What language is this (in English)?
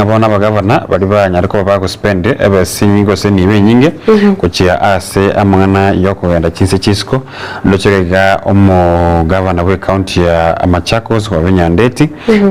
Gusii